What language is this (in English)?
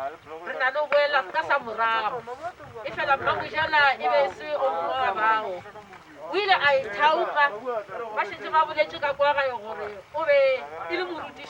Northern Sotho